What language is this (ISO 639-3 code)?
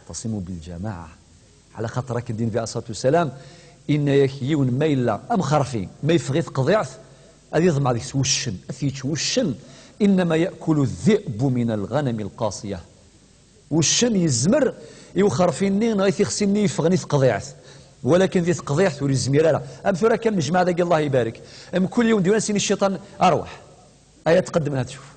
kab